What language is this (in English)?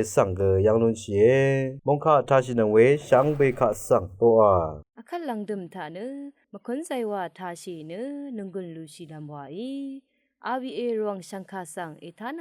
Rawang